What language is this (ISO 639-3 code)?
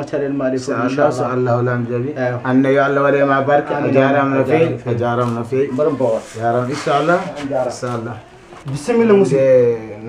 ful